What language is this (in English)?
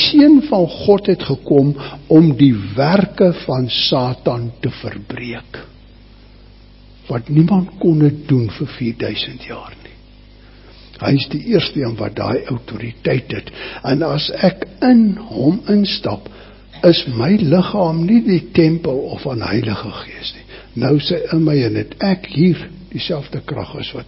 Afrikaans